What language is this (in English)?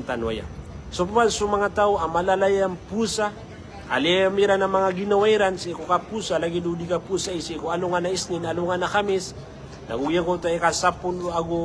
Maranao